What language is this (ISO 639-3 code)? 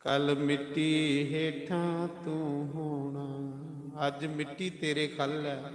doi